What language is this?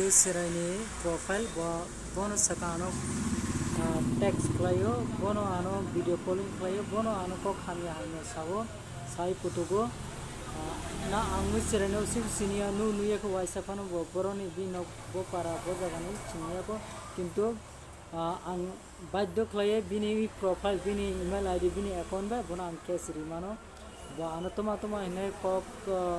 Kok Borok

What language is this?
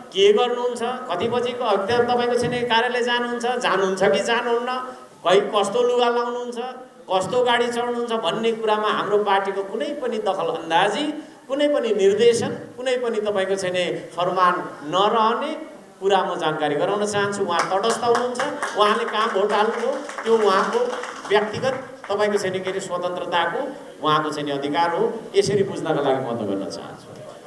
Nepali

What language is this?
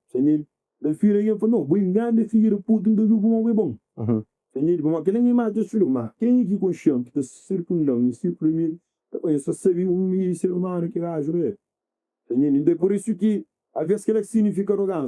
Kabuverdianu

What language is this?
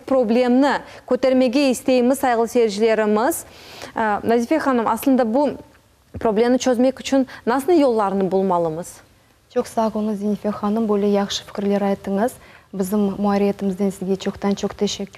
Crimean Tatar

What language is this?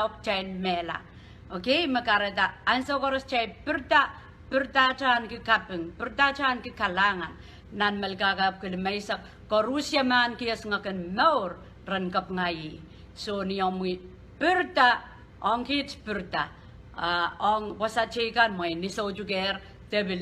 Pohnpeian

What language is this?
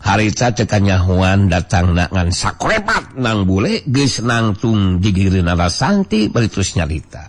Sundanese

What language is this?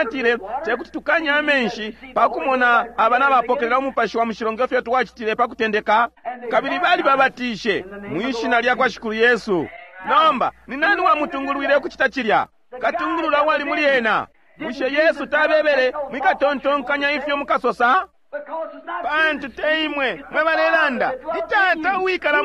Bemba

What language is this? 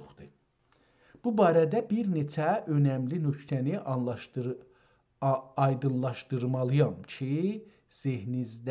South Azerbaijani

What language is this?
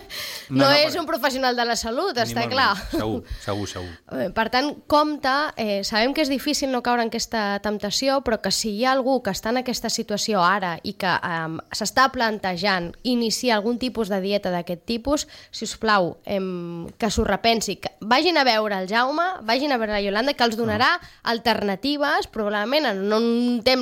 Catalan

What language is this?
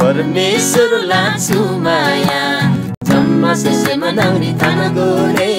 Eastern Tamang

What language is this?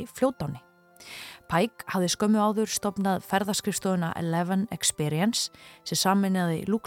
Icelandic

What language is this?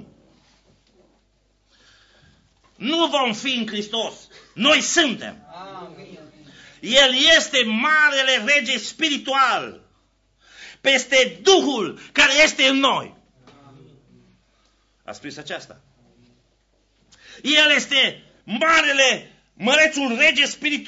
Romanian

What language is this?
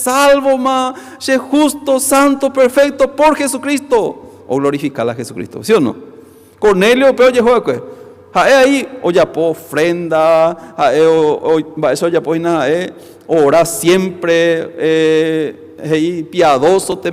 Guarani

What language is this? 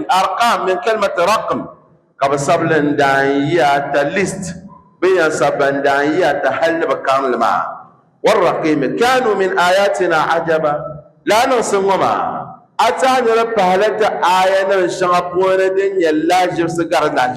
Dagbani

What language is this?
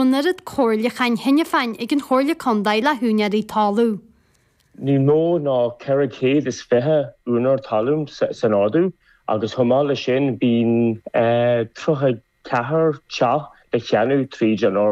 Irish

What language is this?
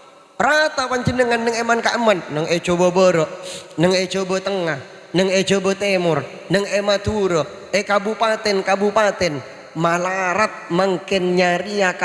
Madurese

